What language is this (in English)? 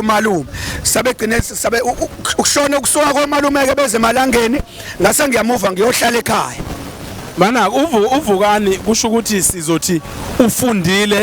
Zulu